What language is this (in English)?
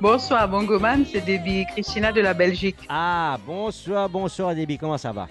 Morisyen